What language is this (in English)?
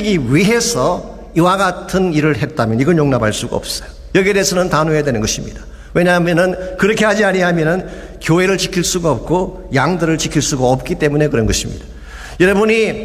Korean